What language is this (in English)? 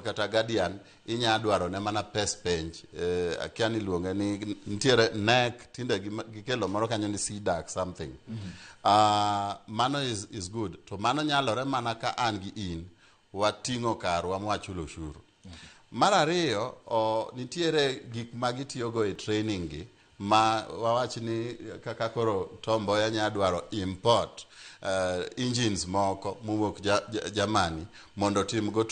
Luo (Kenya and Tanzania)